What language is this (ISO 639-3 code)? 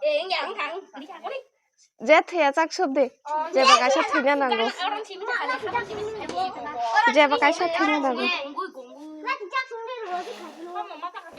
trp